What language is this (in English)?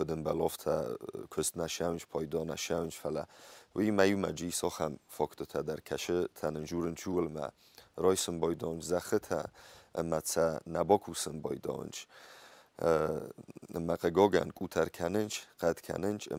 Ossetic